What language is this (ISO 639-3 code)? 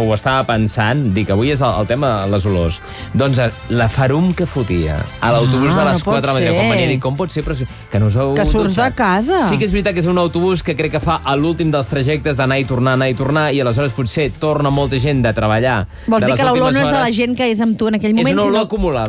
cat